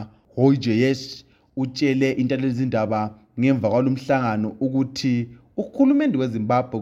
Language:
North Ndebele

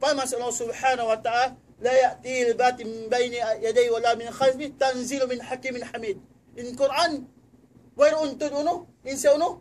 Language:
Tausug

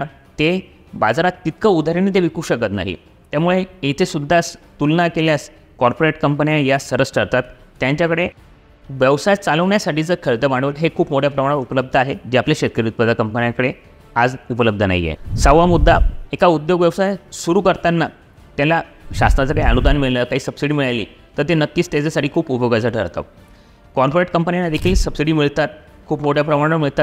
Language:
Marathi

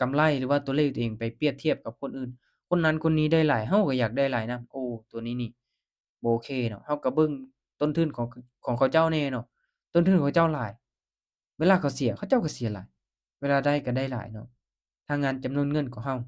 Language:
Lao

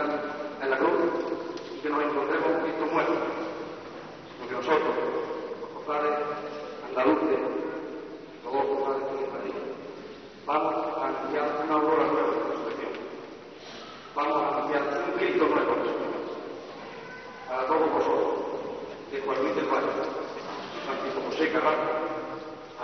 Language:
Spanish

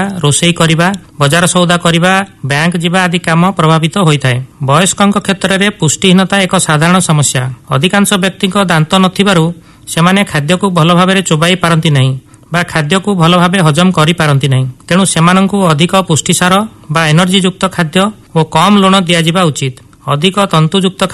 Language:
Odia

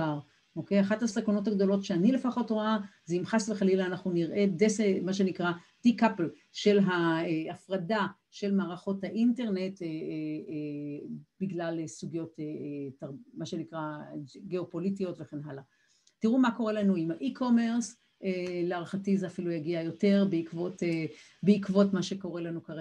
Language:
Hebrew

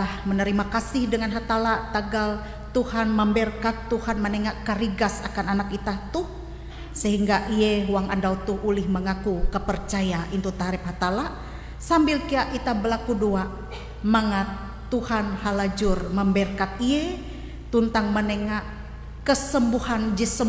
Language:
Ngaju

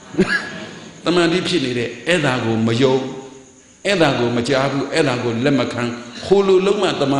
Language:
Burmese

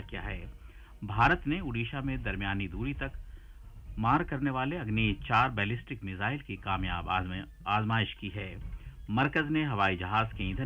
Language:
Urdu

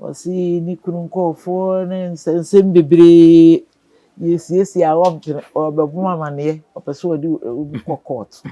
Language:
Akan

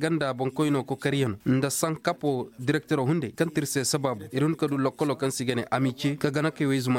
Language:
Koyraboro Senni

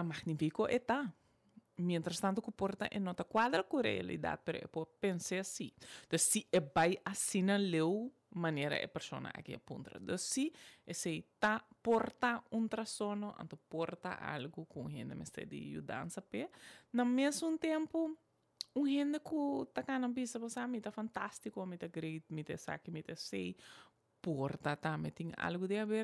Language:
Papiamento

